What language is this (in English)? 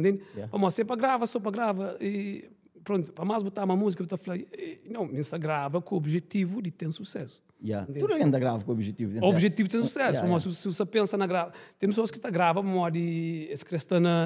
Kabuverdianu